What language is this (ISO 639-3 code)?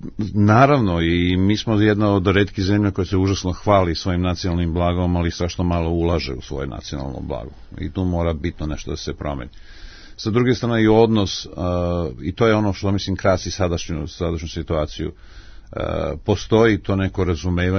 srp